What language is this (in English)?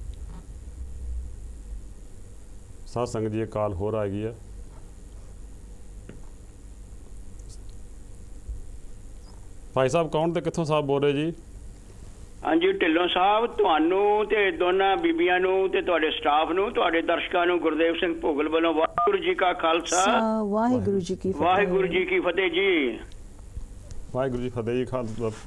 Punjabi